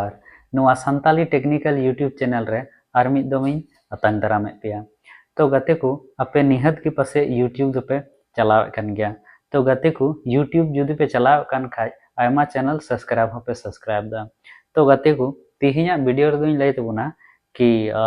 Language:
Santali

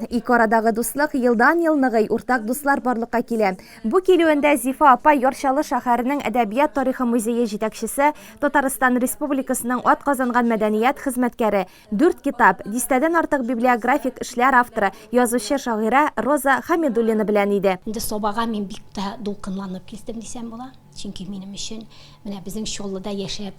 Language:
Tatar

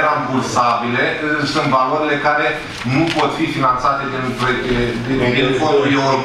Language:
Romanian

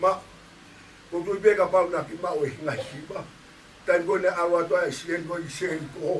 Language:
Tongan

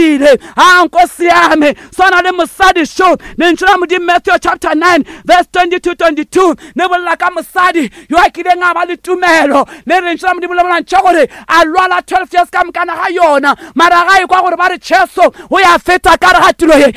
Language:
Northern Sotho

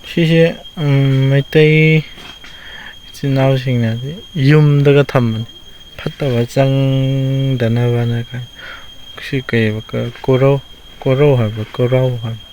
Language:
Manipuri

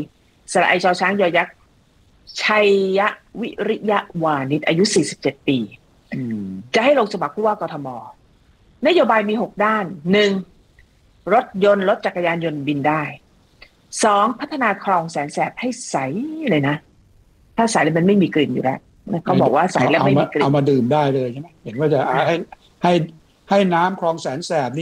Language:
Thai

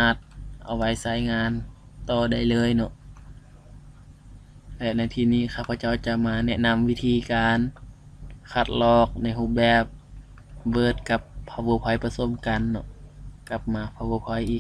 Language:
Lao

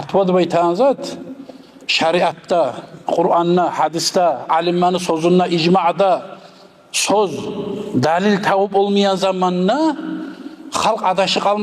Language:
Kumyk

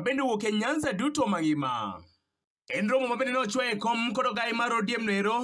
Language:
Luo (Kenya and Tanzania)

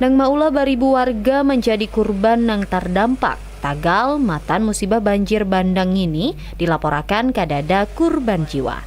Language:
Banjar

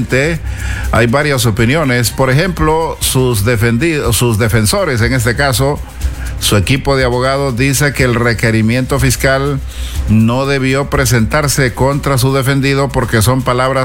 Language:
Spanish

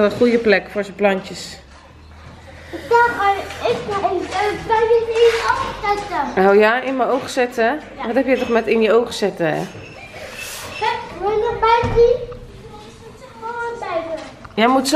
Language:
Dutch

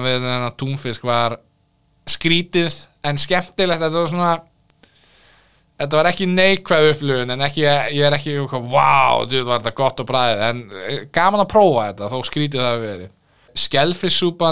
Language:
Icelandic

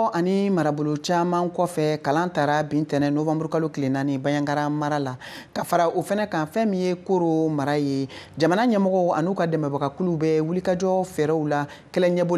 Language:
Bambara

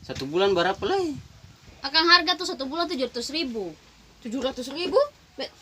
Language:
Ambonese Malay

